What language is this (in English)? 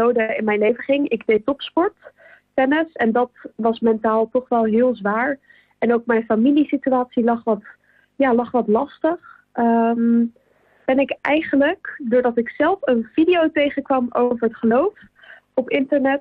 Dutch